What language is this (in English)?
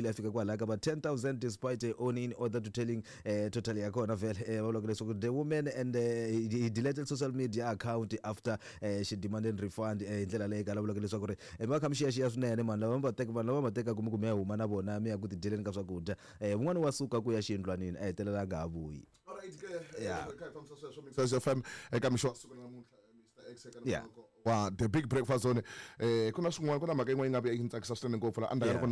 Tsonga